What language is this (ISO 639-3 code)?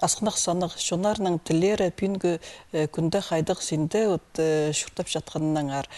kjh